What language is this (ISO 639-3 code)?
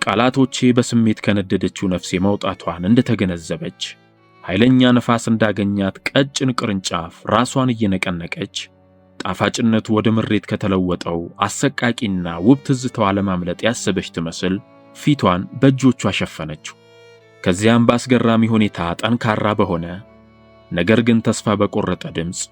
amh